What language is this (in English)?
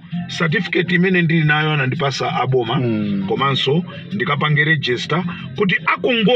Nyanja